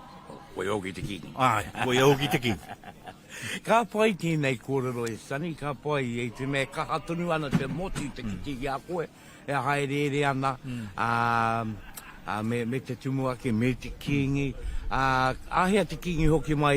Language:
Māori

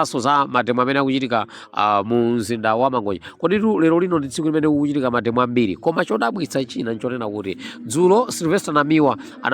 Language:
Nyanja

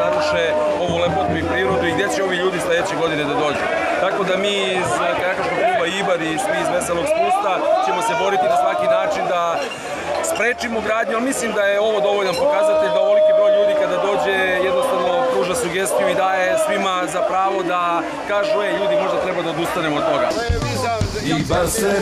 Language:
Serbian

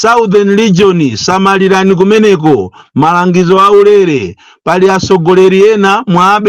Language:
Nyanja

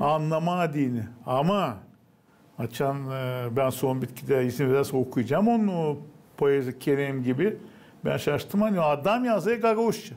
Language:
Gagauz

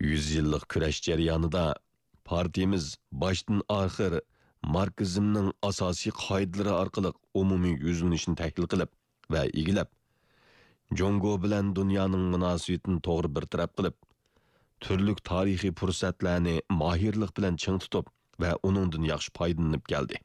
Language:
Uyghur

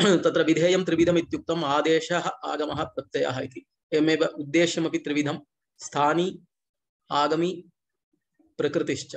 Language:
Sanskrit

